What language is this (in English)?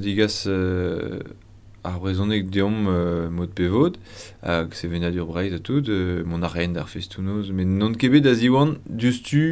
Breton